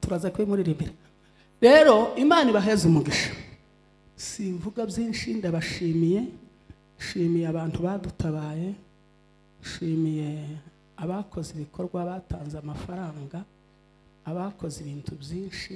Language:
Kinyarwanda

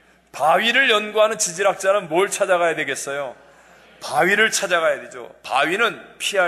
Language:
Korean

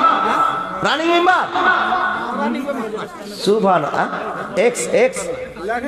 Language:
Bangla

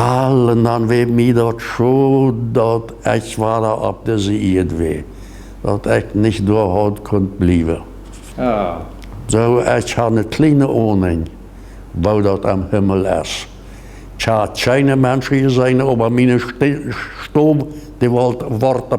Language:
Plautdietsch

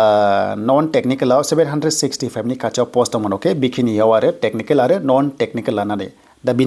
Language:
Bodo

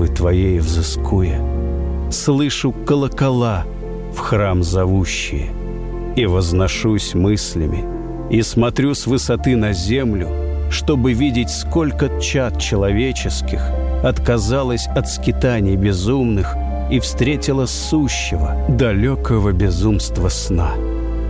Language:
Russian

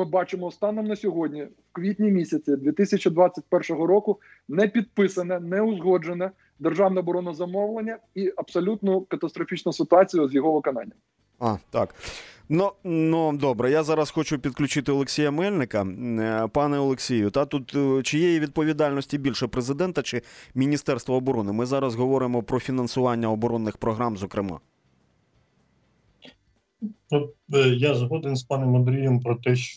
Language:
Ukrainian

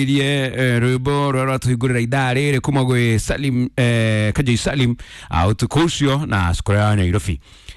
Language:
Kikuyu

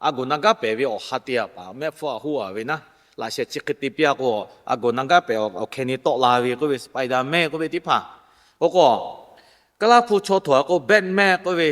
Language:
Lahu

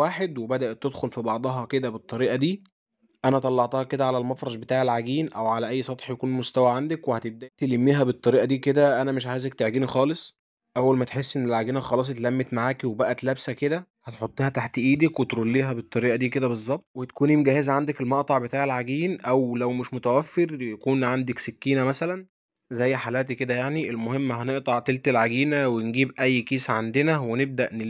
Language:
Egyptian Arabic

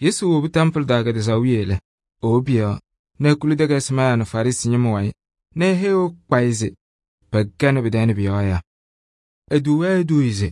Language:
Kabiyè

